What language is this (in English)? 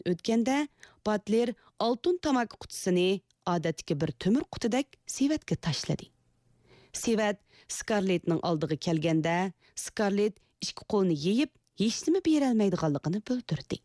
Uyghur